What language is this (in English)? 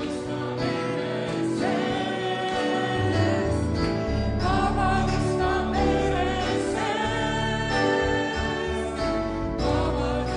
Estonian